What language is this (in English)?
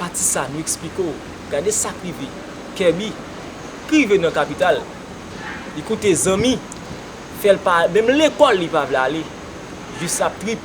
Haitian Creole